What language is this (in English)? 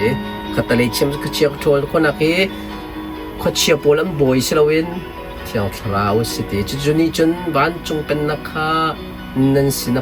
Hakha Chin